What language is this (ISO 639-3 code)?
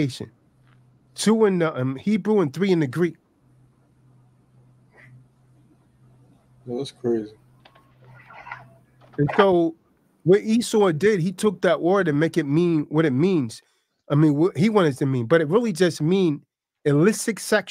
eng